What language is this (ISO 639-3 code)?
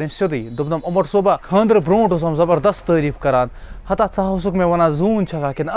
kas